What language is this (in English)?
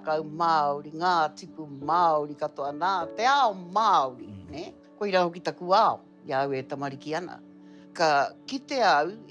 Māori